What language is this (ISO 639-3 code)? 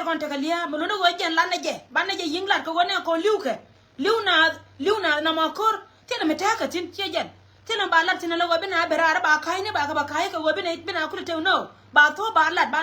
nus